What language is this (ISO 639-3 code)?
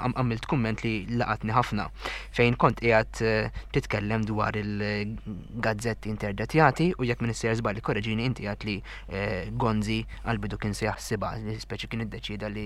mlt